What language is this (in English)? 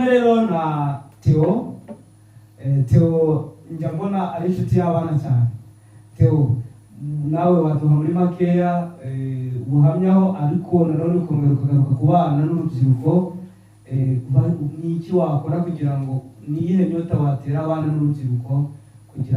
Kinyarwanda